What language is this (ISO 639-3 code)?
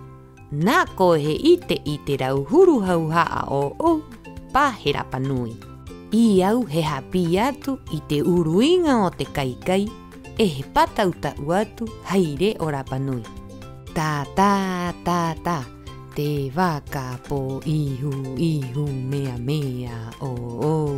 rap